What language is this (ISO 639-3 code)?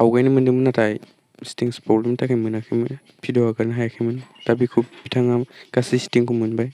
brx